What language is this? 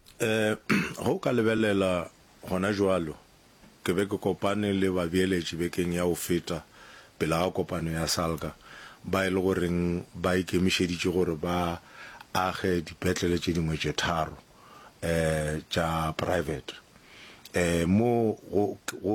Northern Sotho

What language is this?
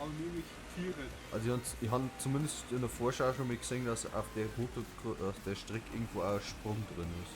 Bavarian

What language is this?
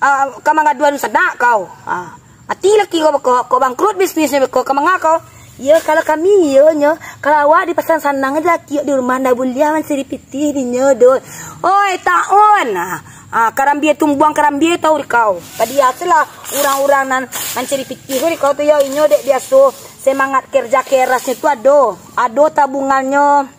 Minangkabau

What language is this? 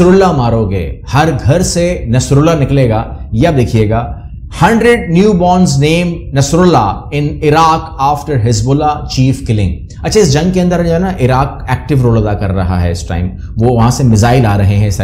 Urdu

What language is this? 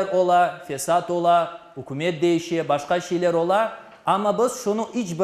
Crimean Tatar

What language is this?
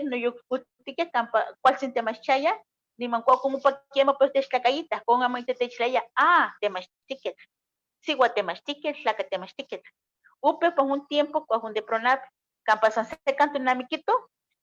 Eastern Huasteca Nahuatl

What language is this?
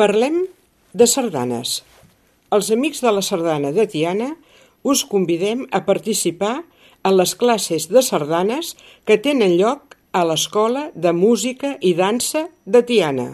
Catalan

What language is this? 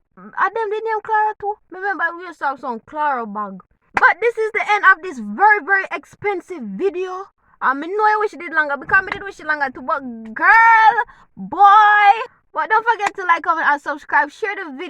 Jamaican Creole English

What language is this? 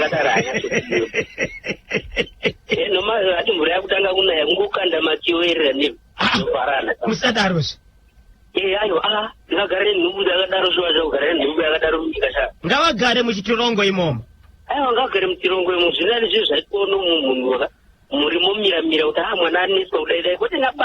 Shona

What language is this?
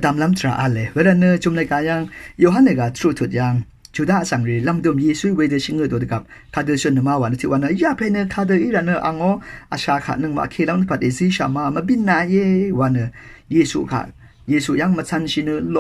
Rawang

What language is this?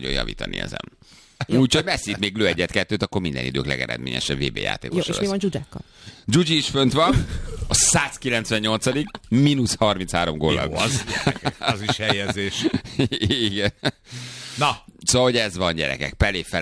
Hungarian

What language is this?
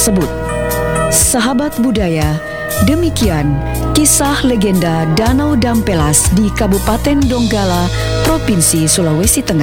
Indonesian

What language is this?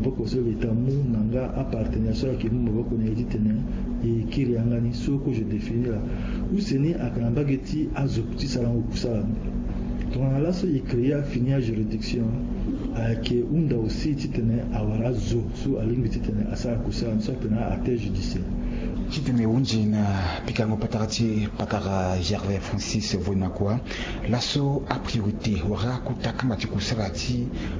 Sango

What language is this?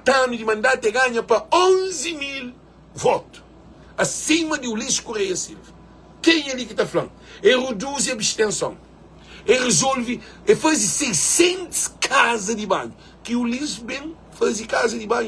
Kabuverdianu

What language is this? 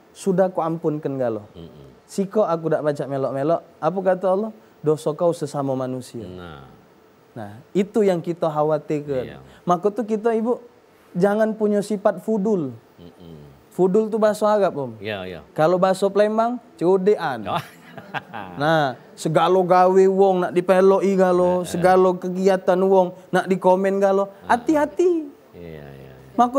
Musi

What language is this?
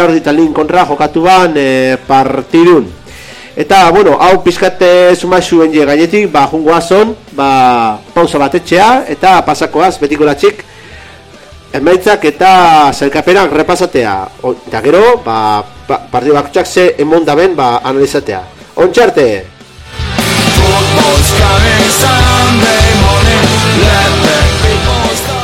Basque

